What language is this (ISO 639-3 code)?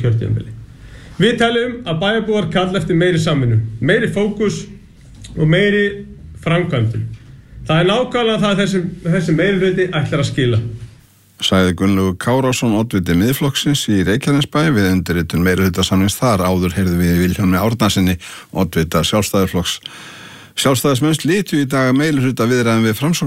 isl